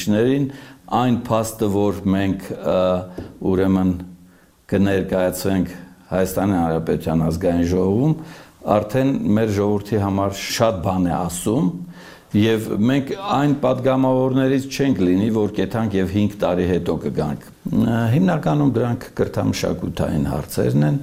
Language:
Armenian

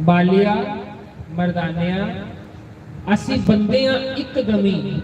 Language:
Dogri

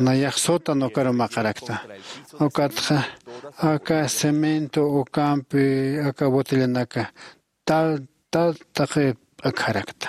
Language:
Aymara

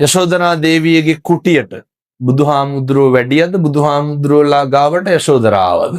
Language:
Sinhala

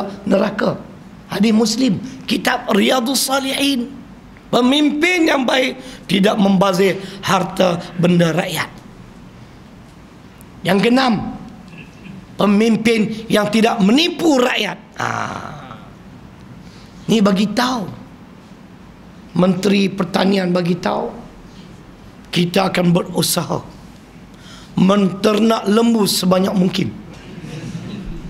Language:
Malay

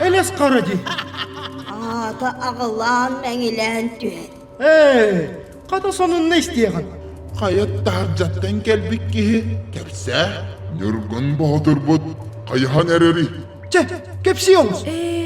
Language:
Yakut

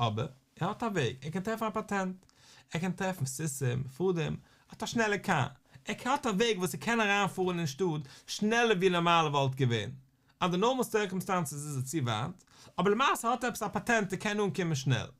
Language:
Yiddish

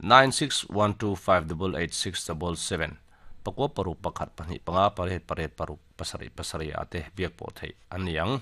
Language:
Mizo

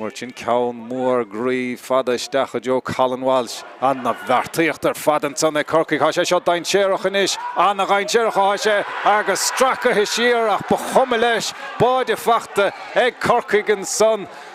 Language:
Irish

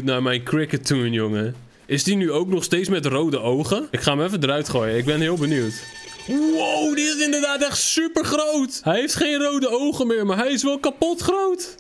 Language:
Dutch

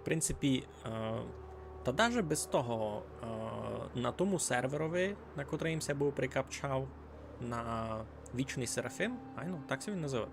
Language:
Rusyn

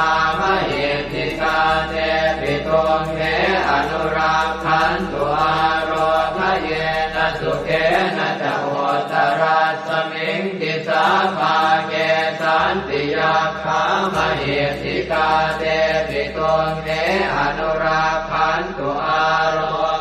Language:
Pali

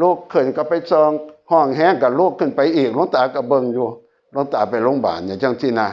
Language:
Northeastern Thai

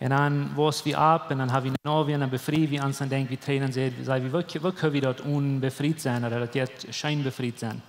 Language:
Plautdietsch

